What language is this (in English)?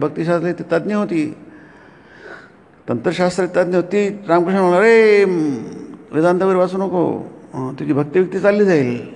Marathi